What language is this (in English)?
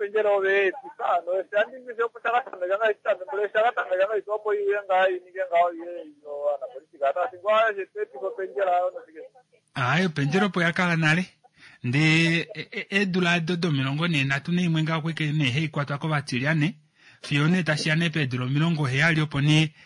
Kuanyama